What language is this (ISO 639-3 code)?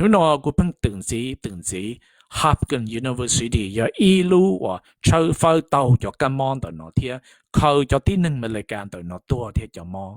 hmn